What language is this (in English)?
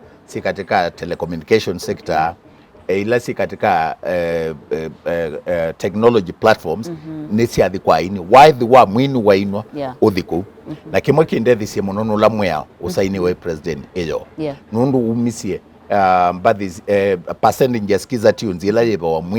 Kamba